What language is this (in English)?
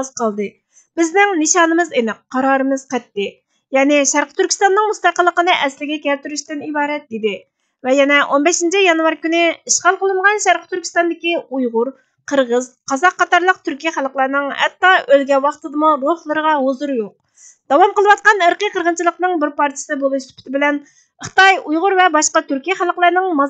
Uyghur